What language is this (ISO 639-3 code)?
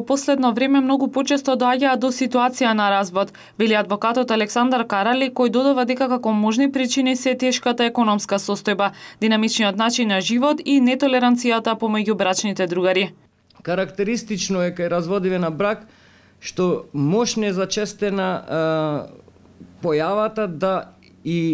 mkd